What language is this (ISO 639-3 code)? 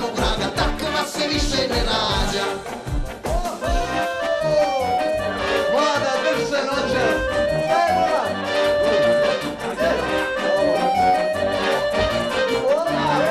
bos